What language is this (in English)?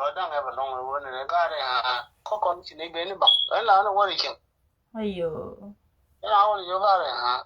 Nuer